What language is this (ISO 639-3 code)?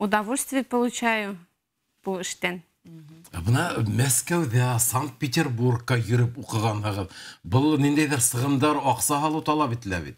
bak